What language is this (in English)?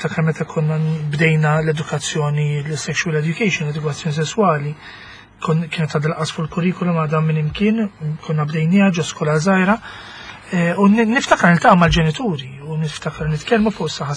Maltese